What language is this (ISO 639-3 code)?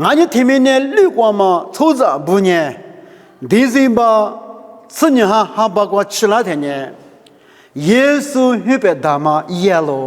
lis